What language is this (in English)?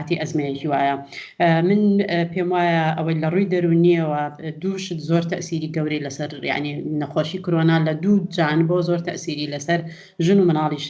Central Kurdish